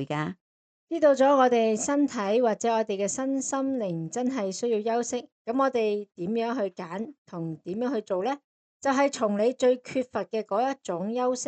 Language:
Cantonese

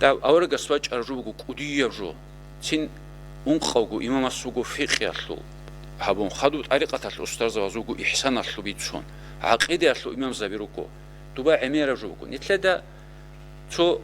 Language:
Avaric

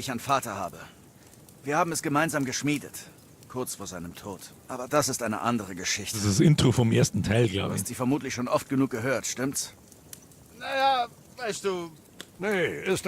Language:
Bavarian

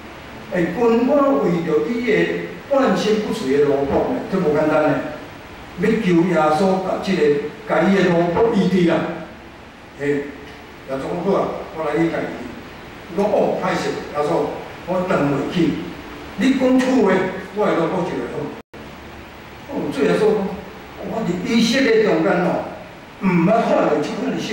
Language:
Min Nan Chinese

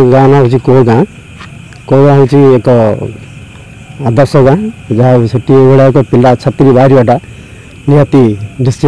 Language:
Odia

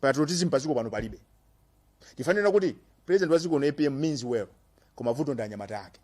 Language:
Nyanja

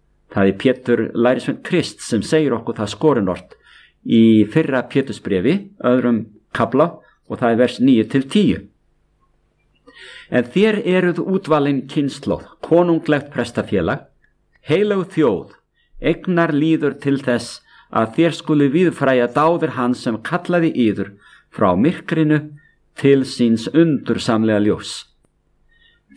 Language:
Icelandic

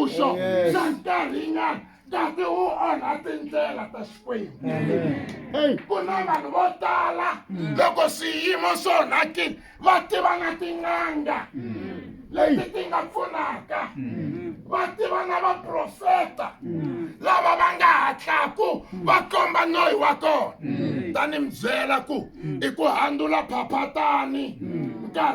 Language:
Tsonga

